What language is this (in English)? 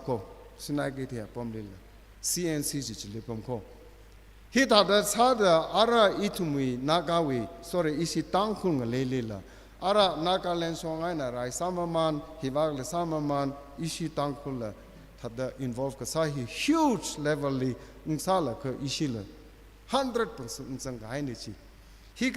Tangkhul Naga (India)